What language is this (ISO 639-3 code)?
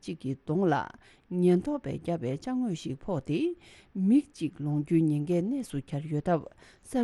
bod